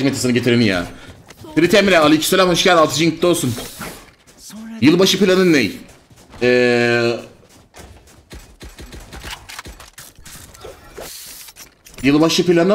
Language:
Turkish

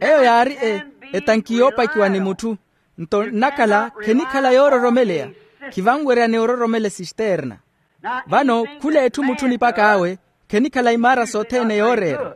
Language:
Makhuwa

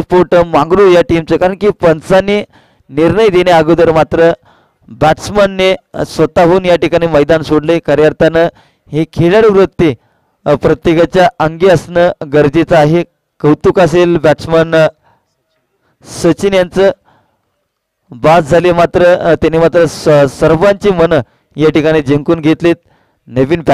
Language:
Marathi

